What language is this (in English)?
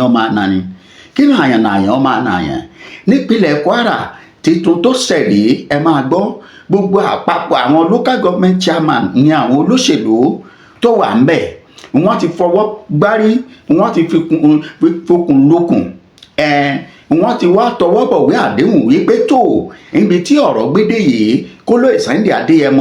Yoruba